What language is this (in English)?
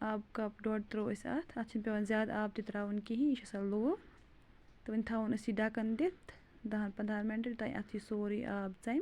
Kashmiri